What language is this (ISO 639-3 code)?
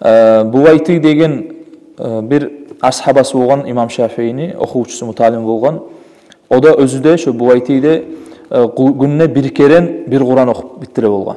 kum